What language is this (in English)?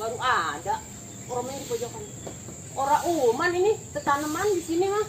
Betawi